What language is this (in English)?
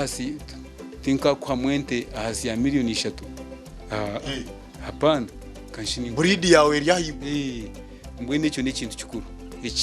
Nyankole